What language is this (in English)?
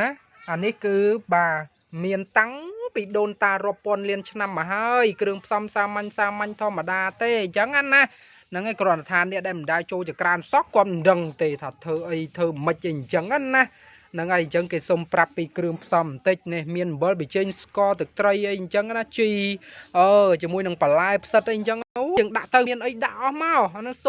Khmer